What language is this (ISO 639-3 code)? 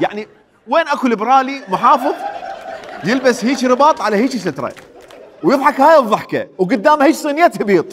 acm